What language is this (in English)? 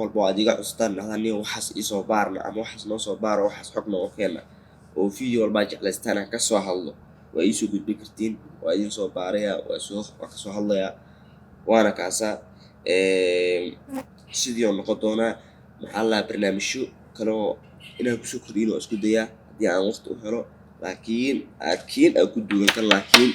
Somali